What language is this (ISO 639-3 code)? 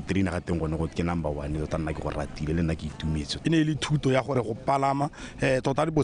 tsn